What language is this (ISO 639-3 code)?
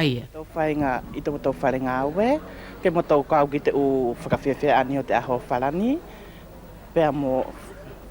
wls